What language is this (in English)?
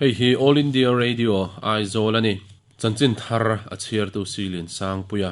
Mizo